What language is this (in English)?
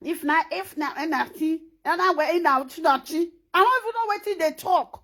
Nigerian Pidgin